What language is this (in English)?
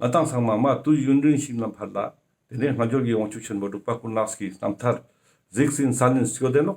Ladakhi